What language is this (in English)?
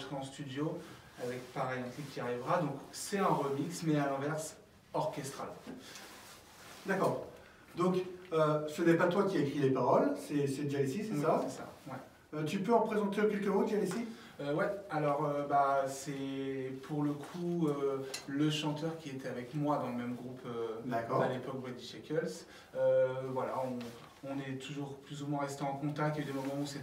French